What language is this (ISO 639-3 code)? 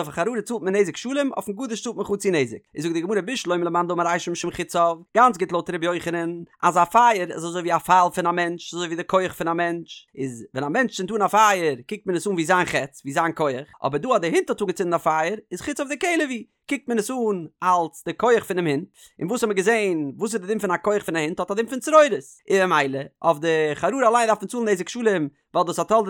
yid